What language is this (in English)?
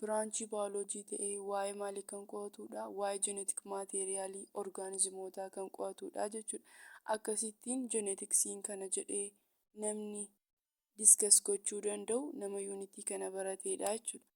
Oromo